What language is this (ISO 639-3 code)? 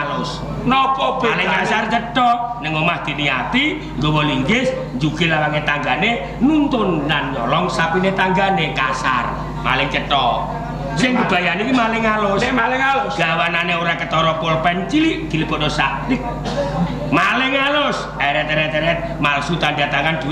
jav